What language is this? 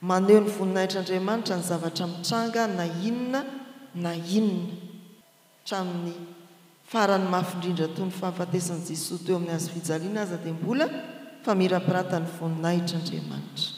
Malagasy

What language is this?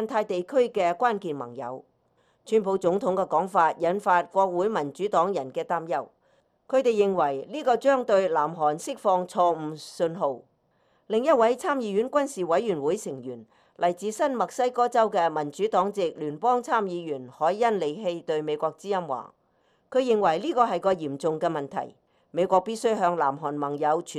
Cantonese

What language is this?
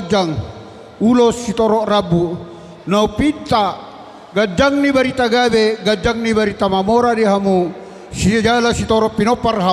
Batak Toba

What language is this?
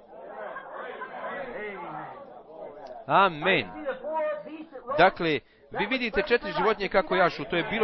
Bosnian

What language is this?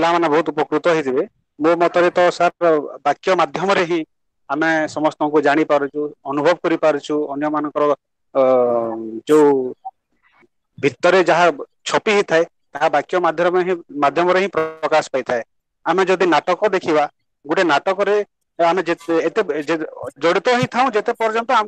Odia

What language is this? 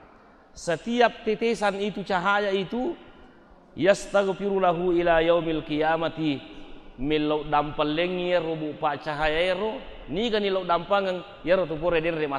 Buginese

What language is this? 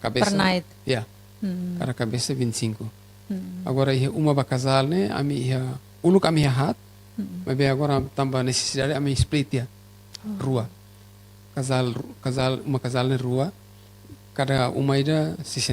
Tetum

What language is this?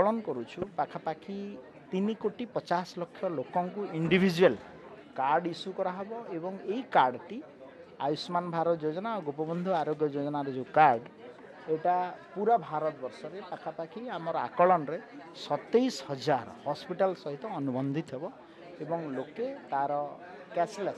Odia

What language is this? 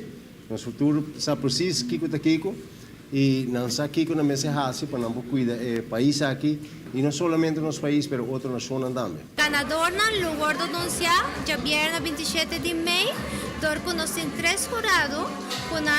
Papiamento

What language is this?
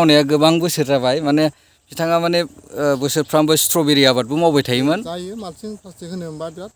Bodo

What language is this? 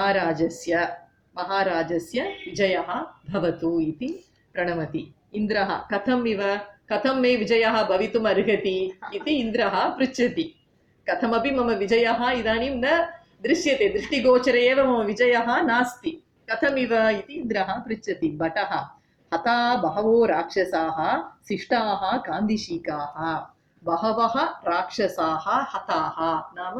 Sanskrit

